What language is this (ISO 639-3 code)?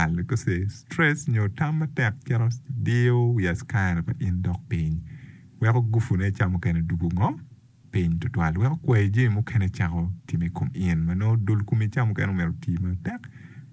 ach